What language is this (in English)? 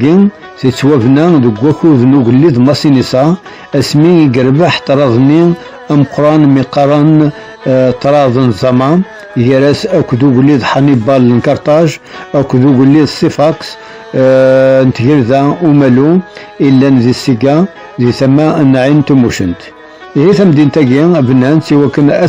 Kabyle